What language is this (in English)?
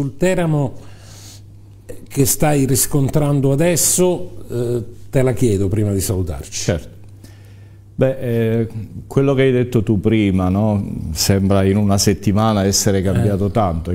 Italian